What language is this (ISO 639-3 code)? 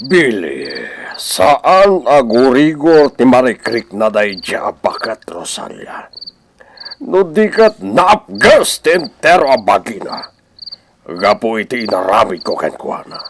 ilo